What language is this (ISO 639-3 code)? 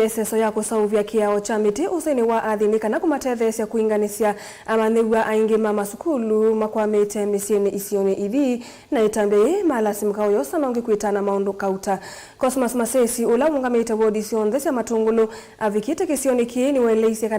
kam